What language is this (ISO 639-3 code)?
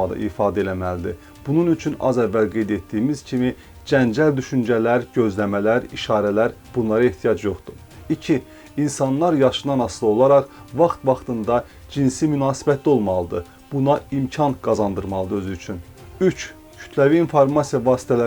aze